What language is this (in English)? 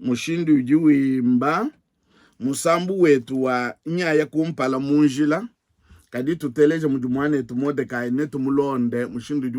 Luba-Lulua